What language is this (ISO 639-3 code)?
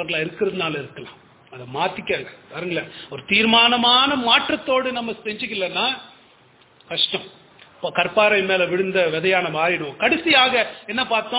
tam